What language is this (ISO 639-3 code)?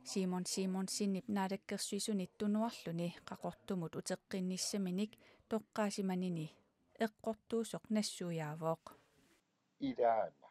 kal